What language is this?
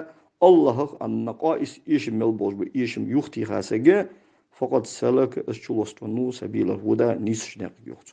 Ingush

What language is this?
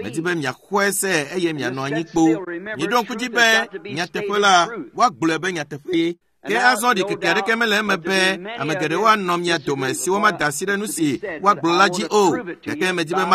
Ewe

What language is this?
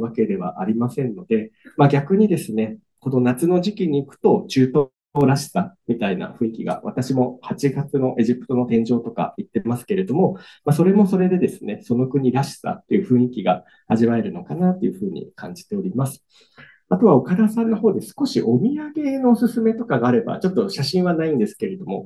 Japanese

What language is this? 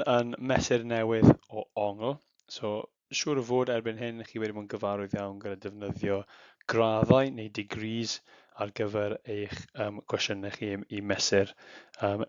Welsh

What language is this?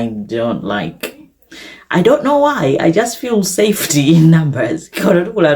Nyanja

